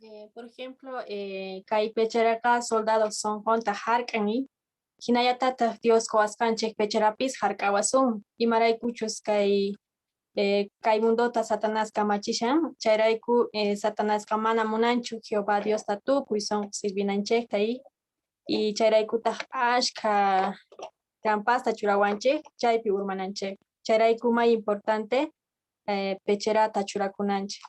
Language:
South Bolivian Quechua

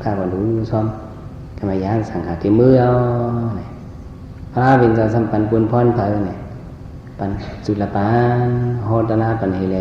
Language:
Shan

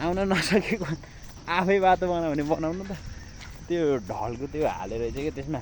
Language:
Nepali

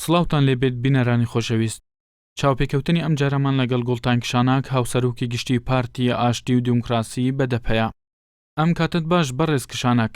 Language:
Central Kurdish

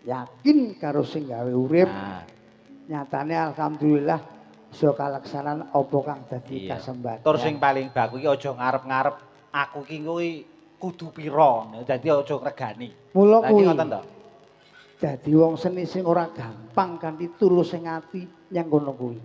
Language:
Javanese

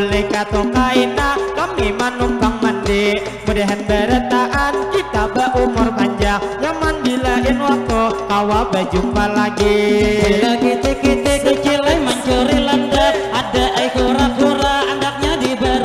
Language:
Banjar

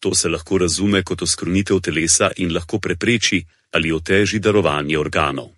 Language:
Slovenian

